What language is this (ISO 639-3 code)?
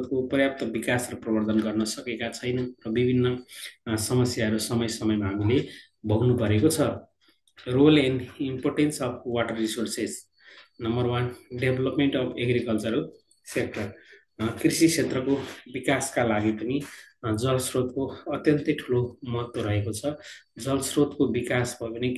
nep